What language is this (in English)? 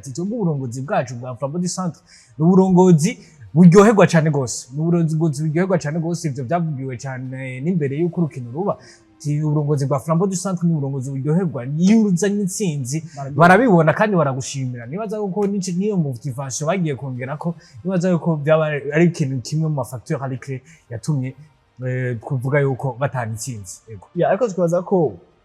Rundi